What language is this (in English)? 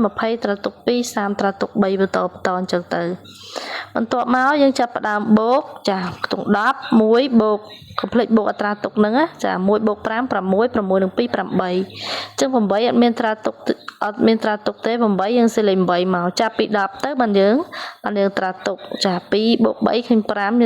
Khmer